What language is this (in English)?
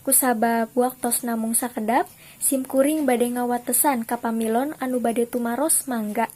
Sundanese